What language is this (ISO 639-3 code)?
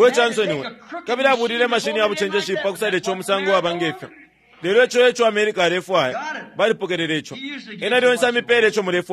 bem